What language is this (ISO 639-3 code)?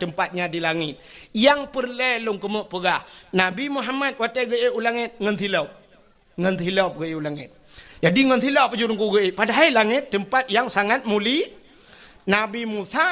ace